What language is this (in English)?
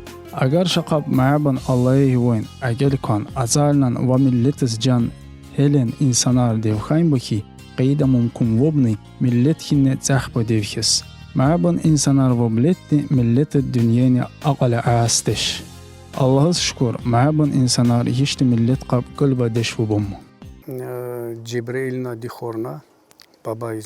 Tsakhur